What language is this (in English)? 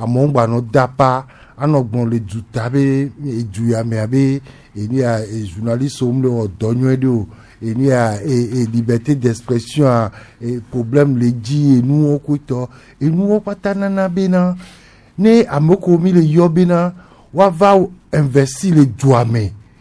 Gen